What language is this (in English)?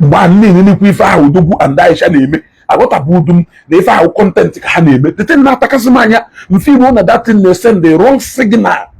Igbo